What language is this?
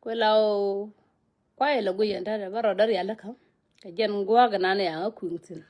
Nuer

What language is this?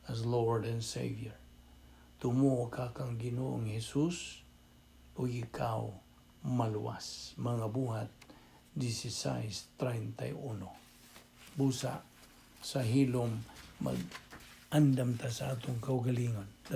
Cebuano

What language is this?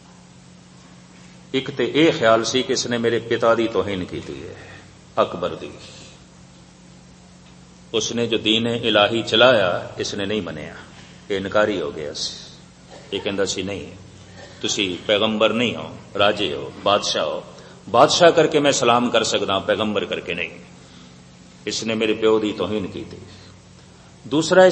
Punjabi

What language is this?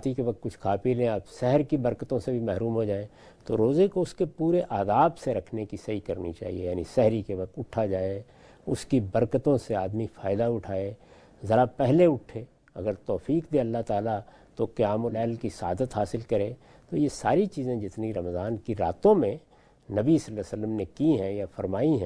Urdu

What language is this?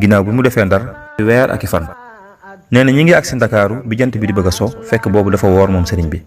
Wolof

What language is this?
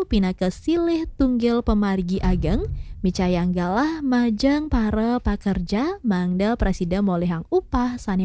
Balinese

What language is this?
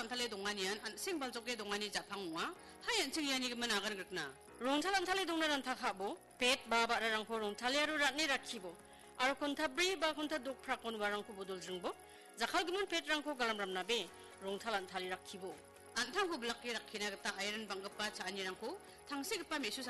Garo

